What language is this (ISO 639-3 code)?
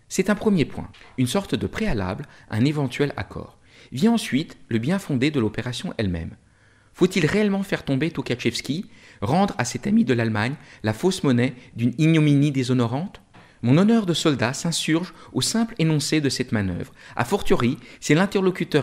fra